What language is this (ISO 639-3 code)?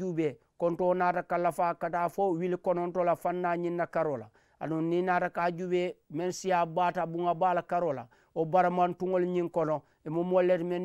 man